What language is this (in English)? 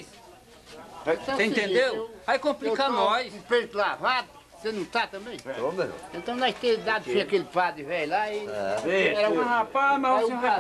Portuguese